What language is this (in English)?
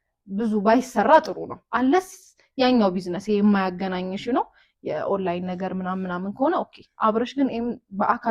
Amharic